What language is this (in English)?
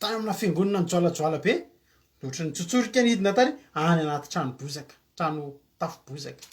Malagasy